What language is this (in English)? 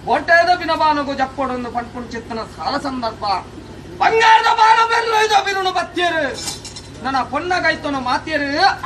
Tulu